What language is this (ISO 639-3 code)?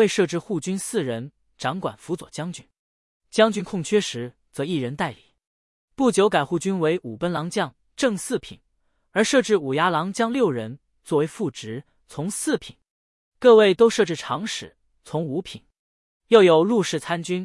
zho